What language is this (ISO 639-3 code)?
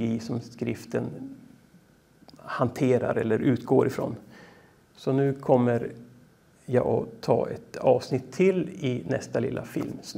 swe